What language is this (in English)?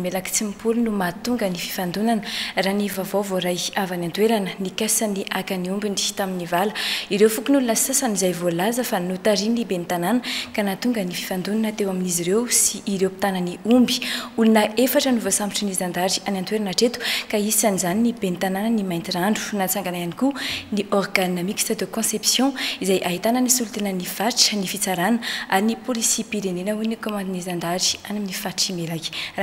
Malagasy